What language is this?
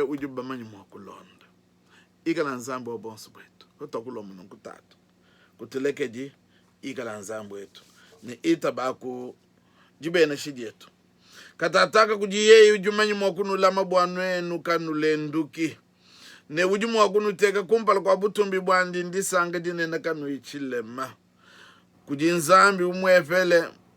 Luba-Lulua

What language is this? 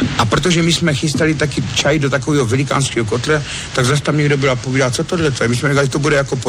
Czech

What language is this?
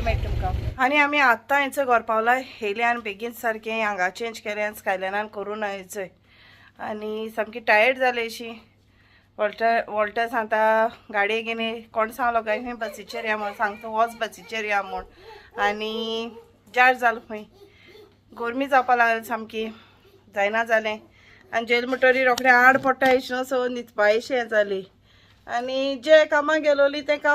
Konkani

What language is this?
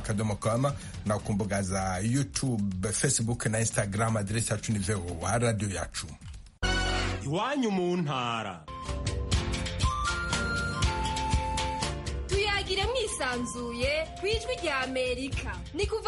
Kinyarwanda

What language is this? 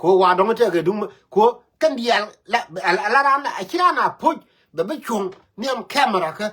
Nuer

